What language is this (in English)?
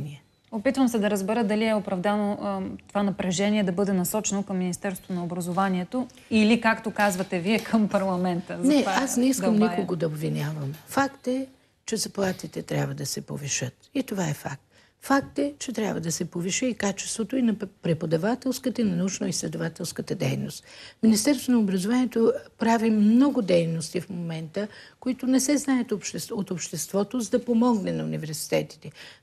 Bulgarian